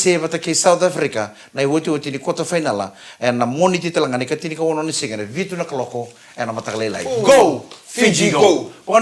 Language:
Fijian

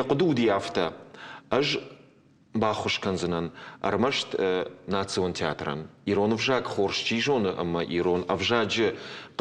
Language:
Ossetic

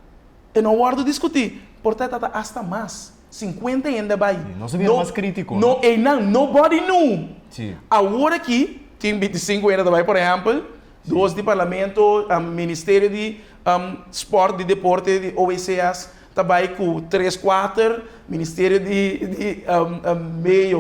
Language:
Papiamento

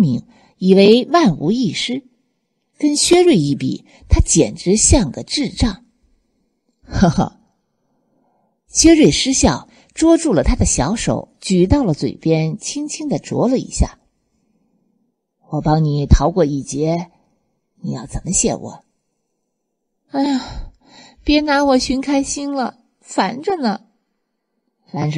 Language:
Chinese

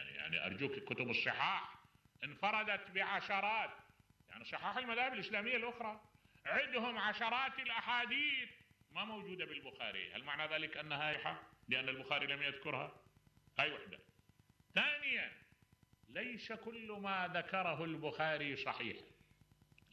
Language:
Mesopotamian Arabic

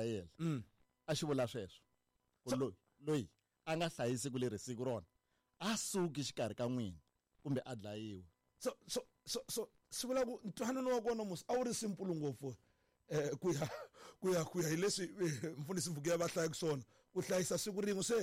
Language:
Tsonga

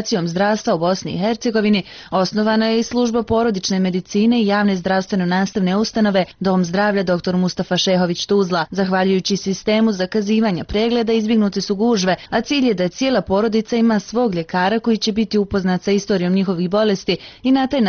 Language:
Bosnian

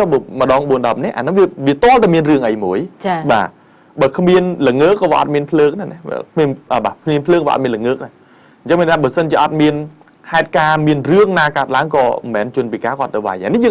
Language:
Khmer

